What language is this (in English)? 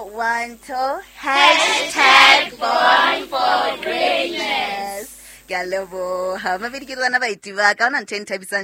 Southern Sotho